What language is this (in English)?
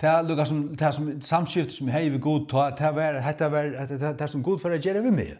Faroese